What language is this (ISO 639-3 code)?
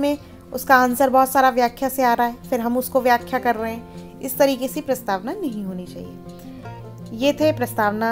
hin